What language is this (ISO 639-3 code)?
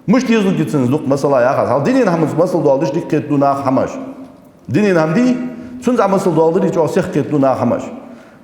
inh